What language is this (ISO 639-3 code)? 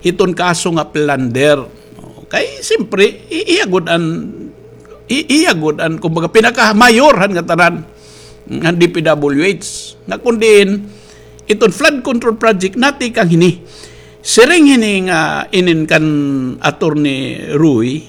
war